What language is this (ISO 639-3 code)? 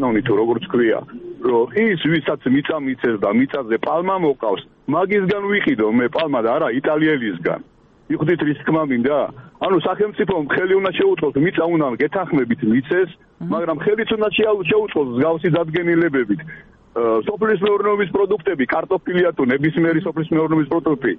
kat